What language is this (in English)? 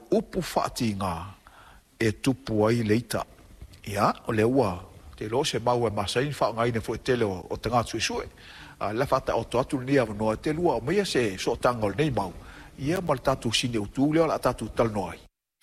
Samoan